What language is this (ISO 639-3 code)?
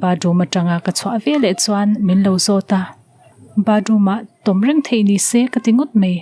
lus